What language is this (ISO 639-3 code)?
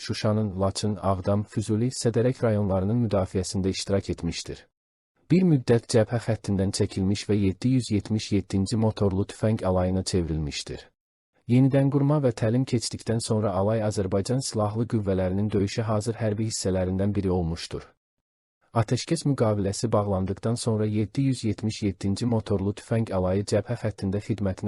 aze